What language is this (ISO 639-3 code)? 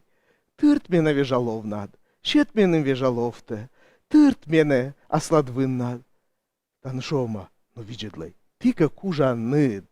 kom